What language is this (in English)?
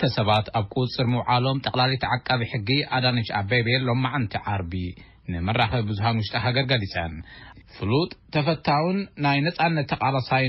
Tigrinya